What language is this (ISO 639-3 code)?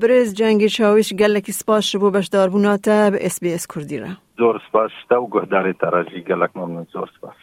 kur